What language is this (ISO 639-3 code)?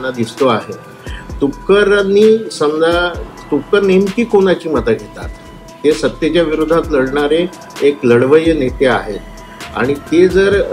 mar